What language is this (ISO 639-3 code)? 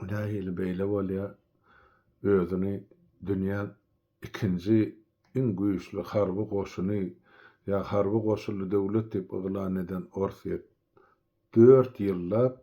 tuk